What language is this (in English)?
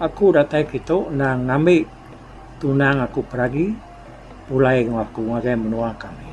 Iban